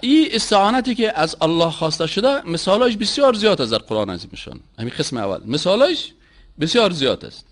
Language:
Persian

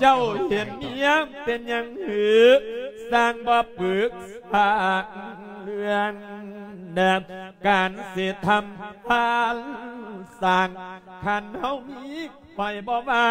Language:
Lao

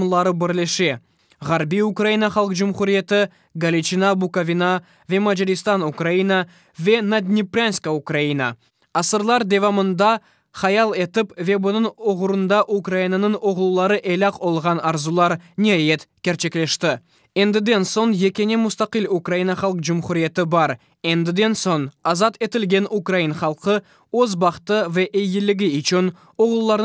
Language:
Crimean Tatar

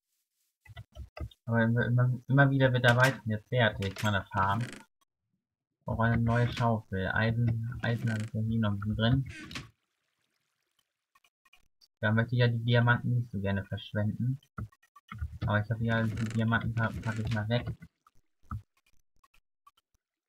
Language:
German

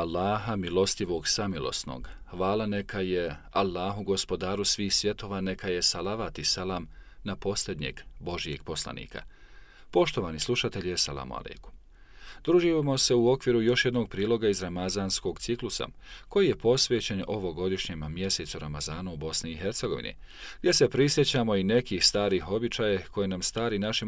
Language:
Bosnian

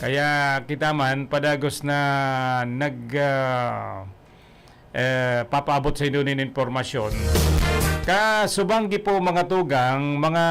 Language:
Bikol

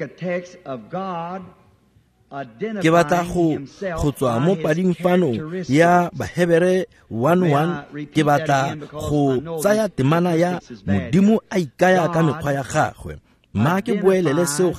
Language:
Tswana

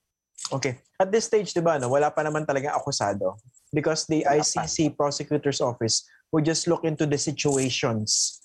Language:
Filipino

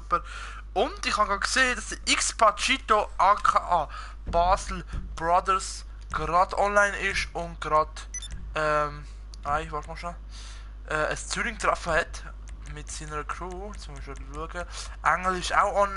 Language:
Swiss German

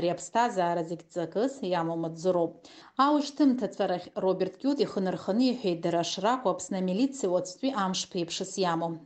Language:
Abkhazian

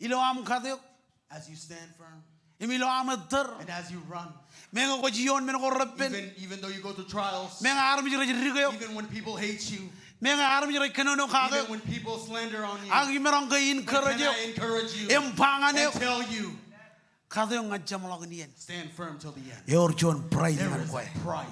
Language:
Marshallese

